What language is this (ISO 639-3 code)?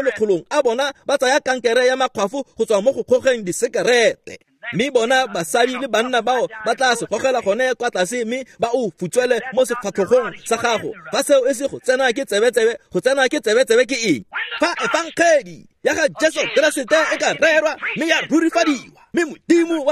tsn